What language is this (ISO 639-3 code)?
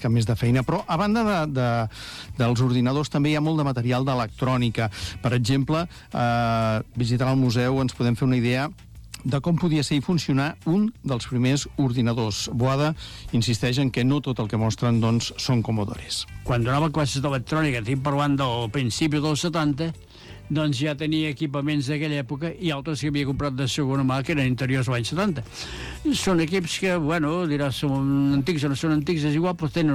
cat